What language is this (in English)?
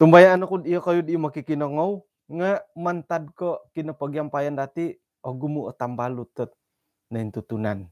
Central Dusun